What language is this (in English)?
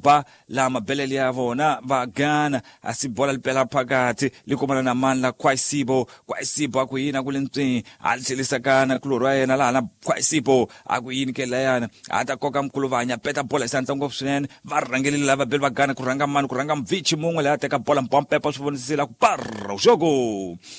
Tsonga